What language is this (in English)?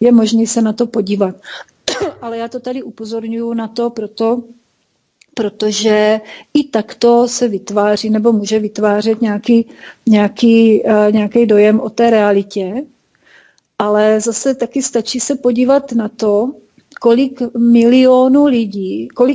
Czech